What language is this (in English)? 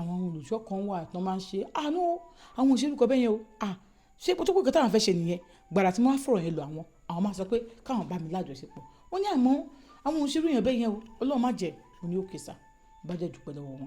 Yoruba